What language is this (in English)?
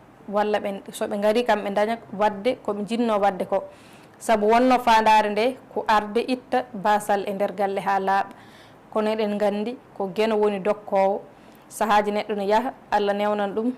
Fula